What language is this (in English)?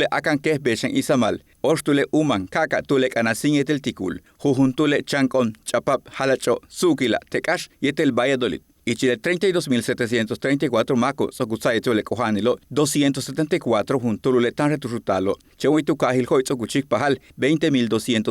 Yucateco